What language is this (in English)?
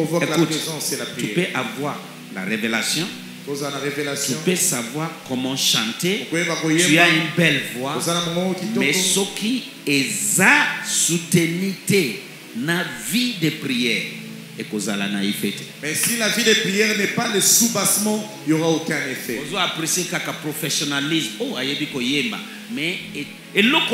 French